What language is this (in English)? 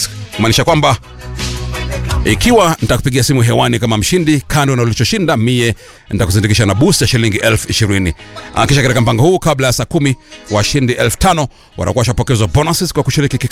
Swahili